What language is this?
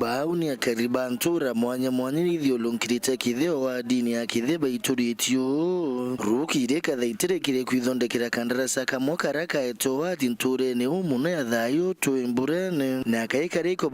Meru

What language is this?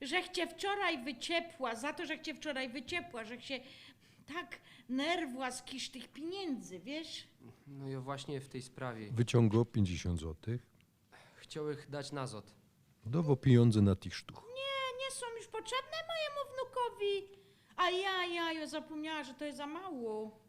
Silesian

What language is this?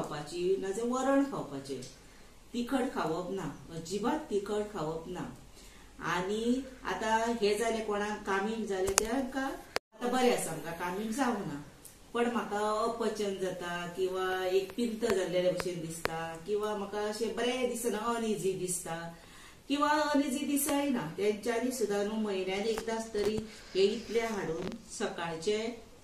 Konkani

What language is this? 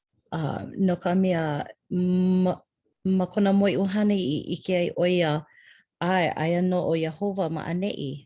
Hawaiian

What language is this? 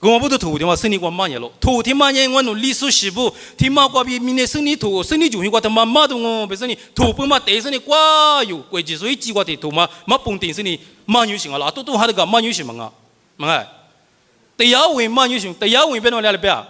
Lisu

